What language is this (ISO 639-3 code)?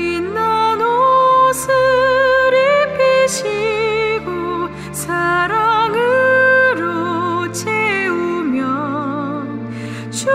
kor